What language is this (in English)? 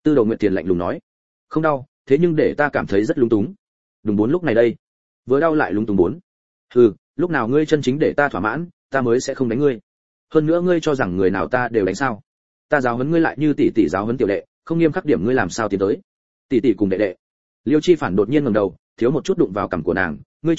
Vietnamese